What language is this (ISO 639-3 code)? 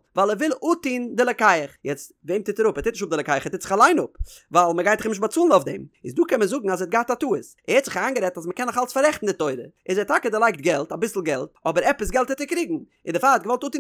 yid